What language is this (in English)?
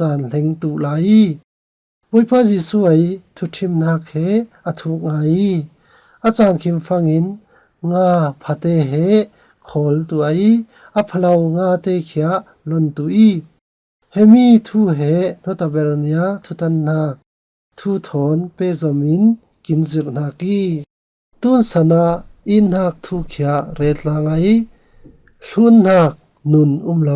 Falam Chin